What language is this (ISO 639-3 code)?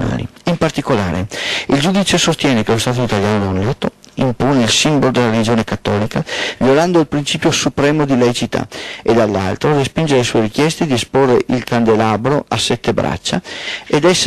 ita